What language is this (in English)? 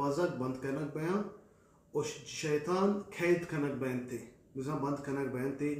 Baluchi